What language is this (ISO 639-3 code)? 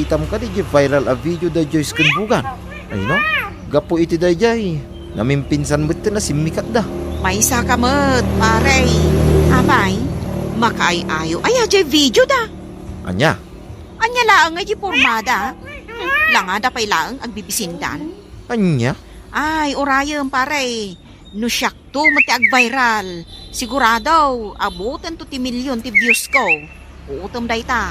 ilo